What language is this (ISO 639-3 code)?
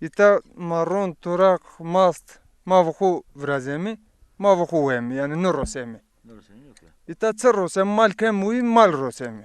zza